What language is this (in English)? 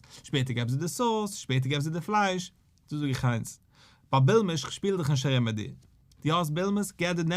Yiddish